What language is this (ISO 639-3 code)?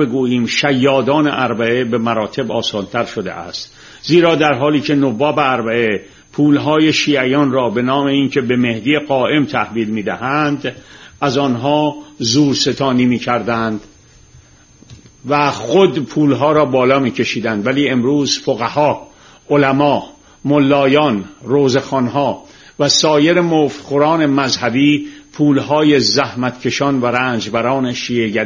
fas